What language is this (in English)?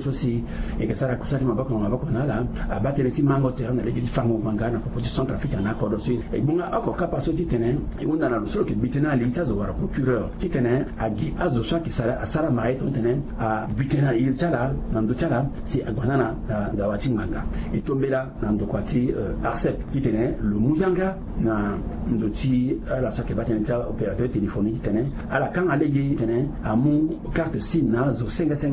Sango